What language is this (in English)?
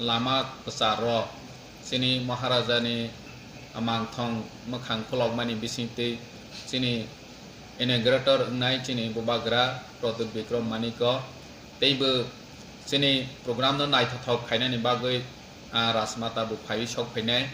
Kok Borok